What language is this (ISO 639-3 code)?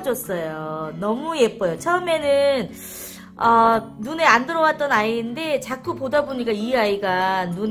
kor